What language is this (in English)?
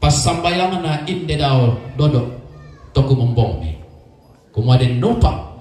Toraja-Sa'dan